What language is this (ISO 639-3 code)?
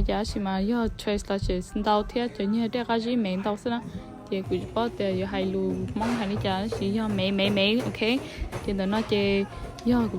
hmn